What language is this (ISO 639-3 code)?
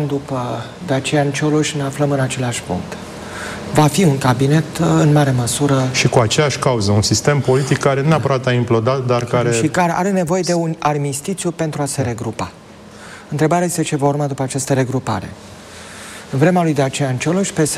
ron